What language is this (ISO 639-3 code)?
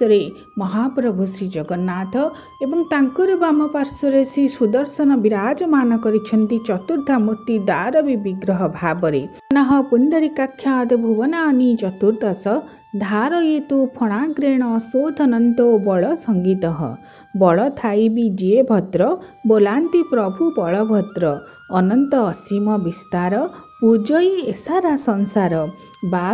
ori